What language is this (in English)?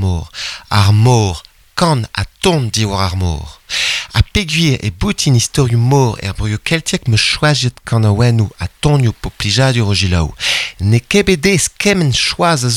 Breton